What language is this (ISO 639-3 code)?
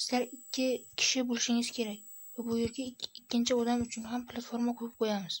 uzb